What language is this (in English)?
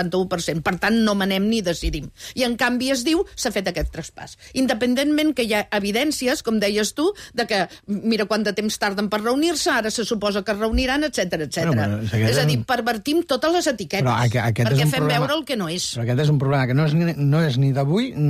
Catalan